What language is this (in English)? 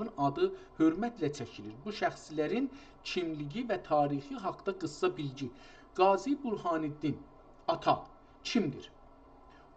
South Azerbaijani